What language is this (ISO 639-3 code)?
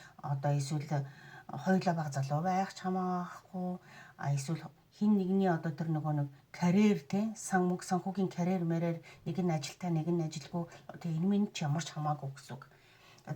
mon